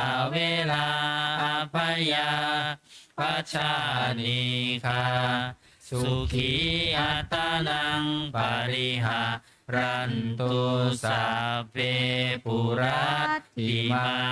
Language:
Pali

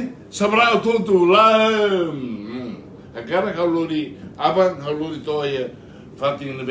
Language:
Tetum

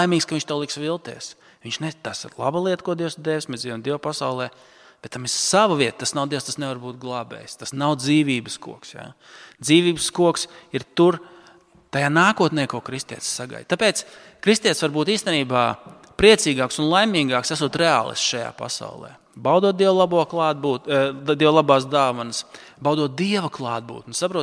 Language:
Latvian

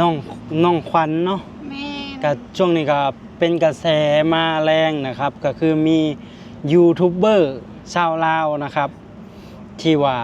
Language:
Lao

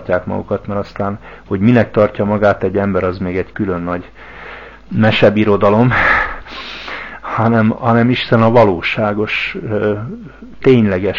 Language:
Hungarian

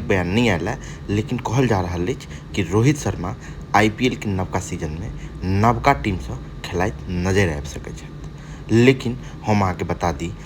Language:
Maithili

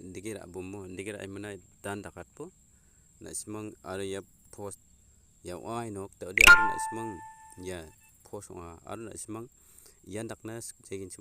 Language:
Garo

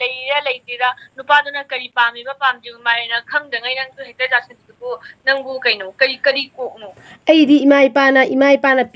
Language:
Manipuri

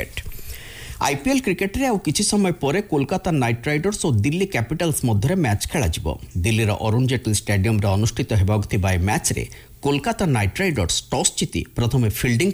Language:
Odia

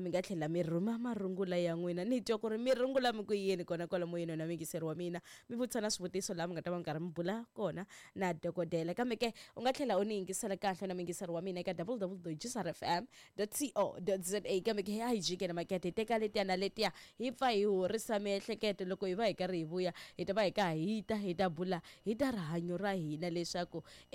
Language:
Tsonga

